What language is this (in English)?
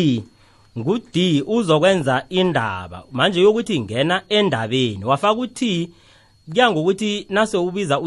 South Ndebele